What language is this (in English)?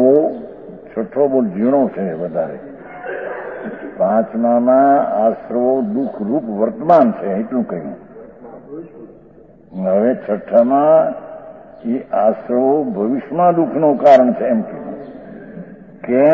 Gujarati